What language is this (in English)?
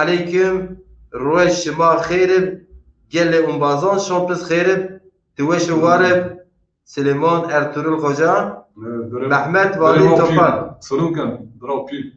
Zaza